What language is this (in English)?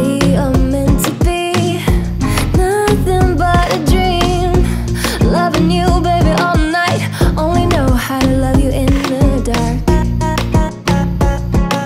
English